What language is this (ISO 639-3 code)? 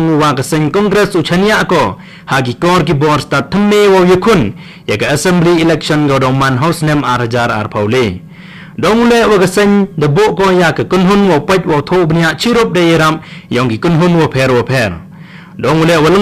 kha